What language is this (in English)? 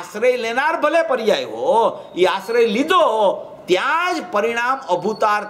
Gujarati